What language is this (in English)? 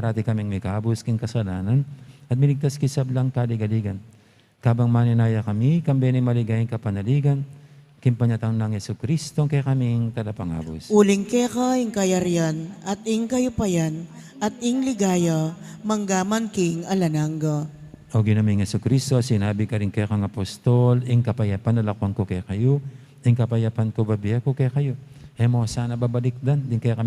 Pampanga